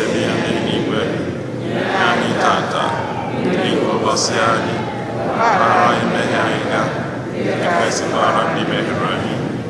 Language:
Igbo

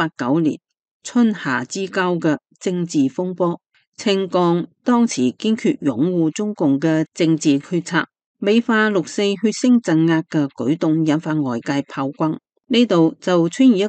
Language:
Cantonese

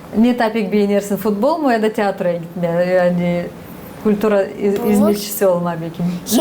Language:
Gagauz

